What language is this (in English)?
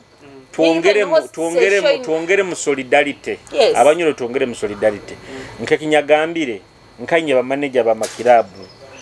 Nyoro